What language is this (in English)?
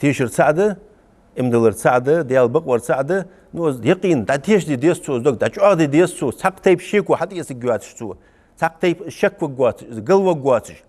Ingush